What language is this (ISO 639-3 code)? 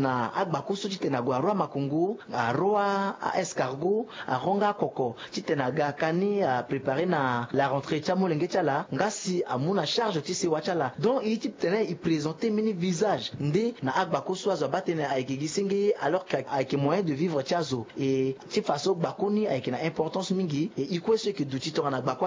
sag